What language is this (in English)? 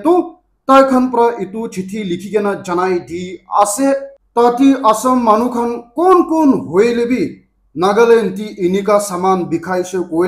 Naga Pidgin